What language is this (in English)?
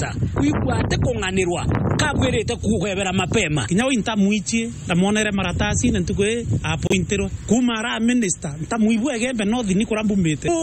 Meru